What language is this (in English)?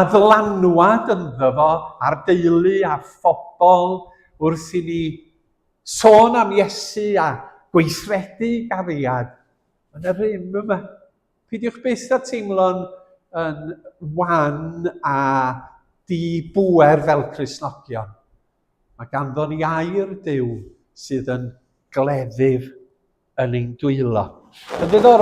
Welsh